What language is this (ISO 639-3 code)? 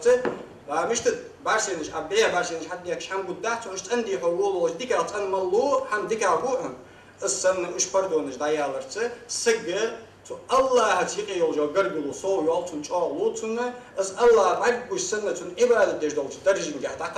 inh